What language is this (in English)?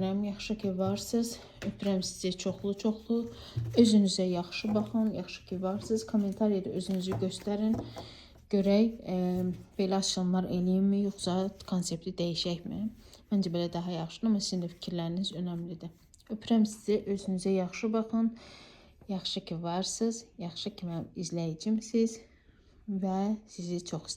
Azerbaijani